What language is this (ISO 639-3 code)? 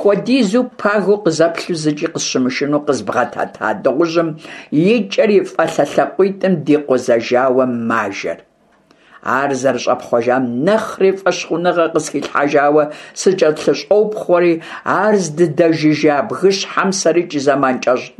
kbd